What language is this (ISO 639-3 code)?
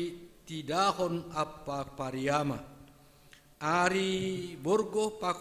bts